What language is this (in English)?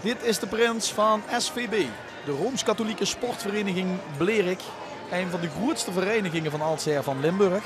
Limburgish